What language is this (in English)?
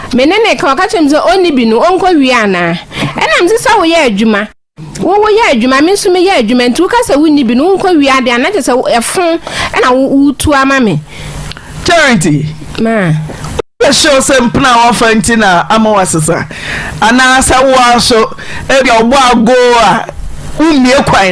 Akan